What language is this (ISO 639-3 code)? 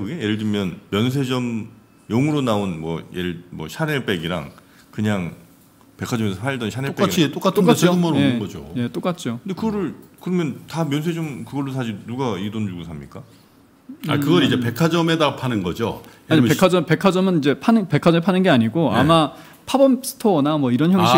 kor